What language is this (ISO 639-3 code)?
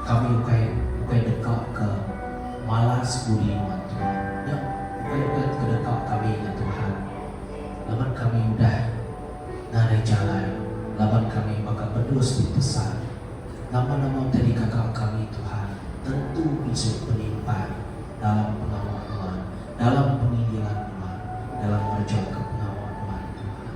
iba